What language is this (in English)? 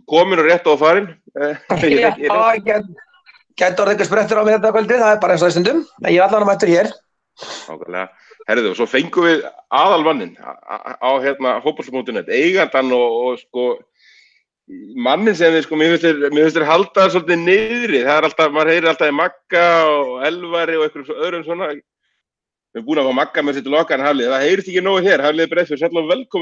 Icelandic